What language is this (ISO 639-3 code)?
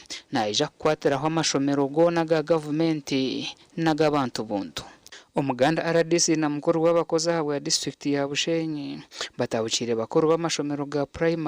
nyn